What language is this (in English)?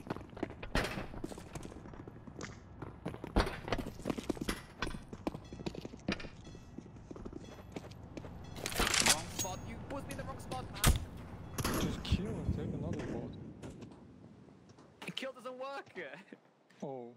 English